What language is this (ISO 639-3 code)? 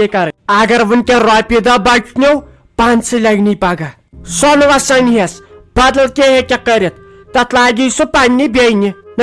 kas